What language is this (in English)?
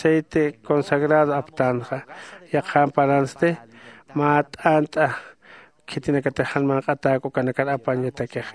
Aymara